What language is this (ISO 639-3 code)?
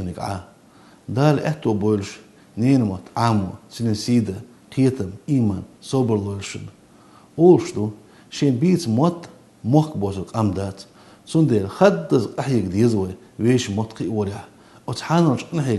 che